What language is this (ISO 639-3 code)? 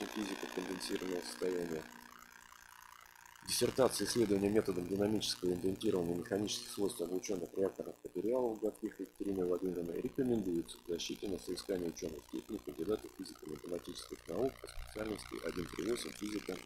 rus